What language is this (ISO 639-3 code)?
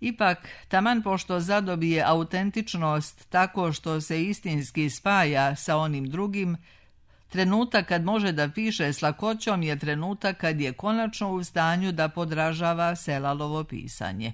srp